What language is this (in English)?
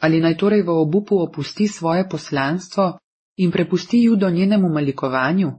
Slovenian